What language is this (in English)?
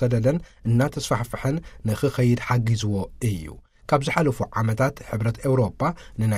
Tigrinya